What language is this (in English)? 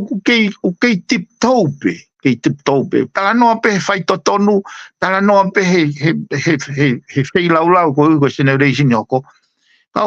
Tongan